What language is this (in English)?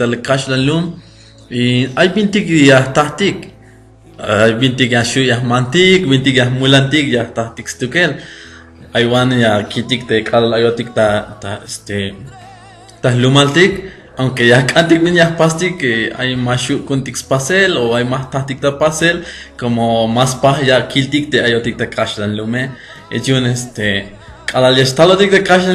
Tzeltal